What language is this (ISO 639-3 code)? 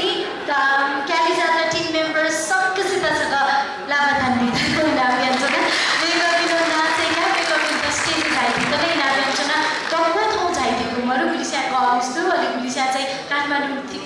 new